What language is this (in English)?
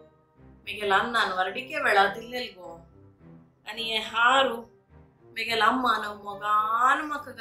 Konkani